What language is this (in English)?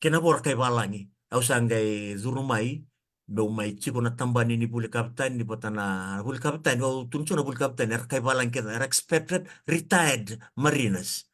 Fijian